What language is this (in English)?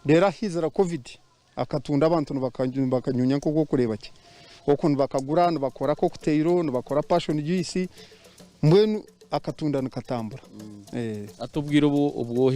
Nyankole